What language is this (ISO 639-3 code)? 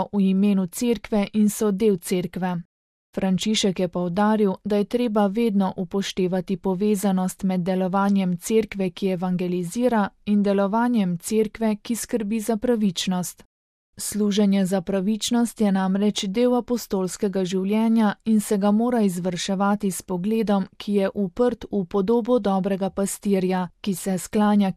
slv